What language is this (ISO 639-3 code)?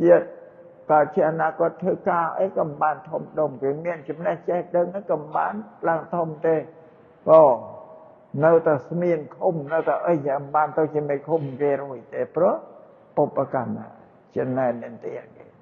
khm